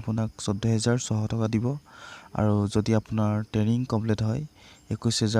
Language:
Assamese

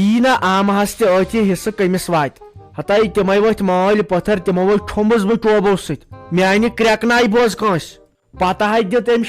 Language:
Kashmiri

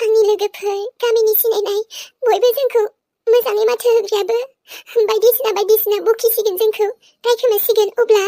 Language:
Bodo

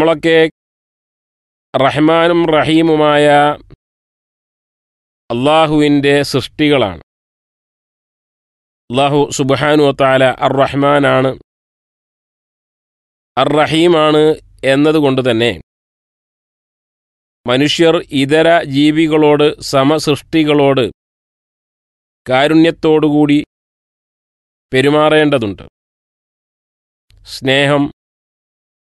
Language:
Malayalam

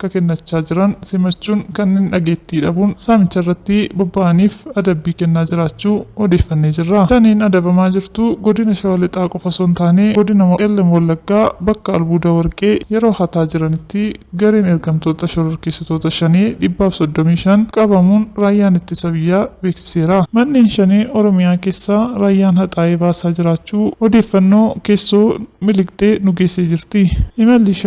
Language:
Oromo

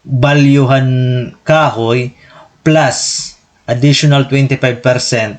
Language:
Waray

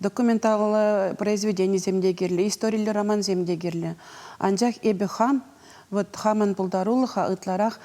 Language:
Chuvash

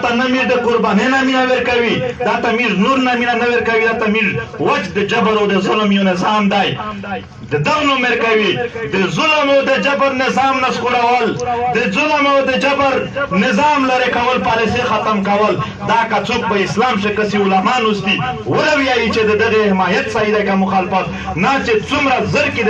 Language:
Pashto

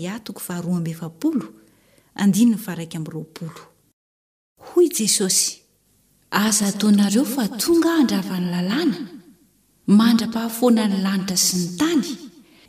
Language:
Malagasy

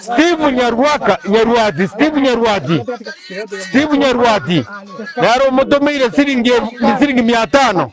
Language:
Gusii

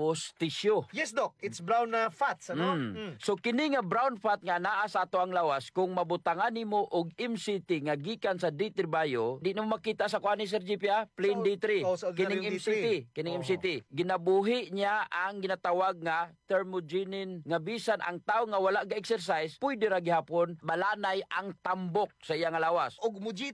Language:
Cebuano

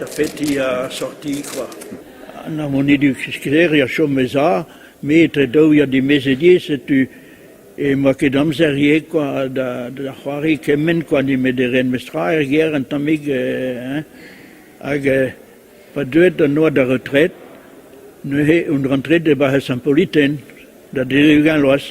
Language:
Breton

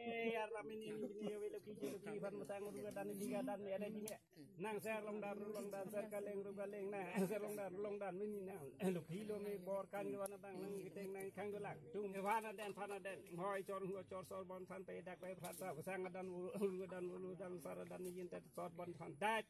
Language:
Karbi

